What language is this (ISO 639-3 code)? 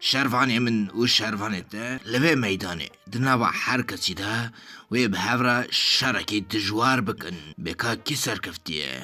kur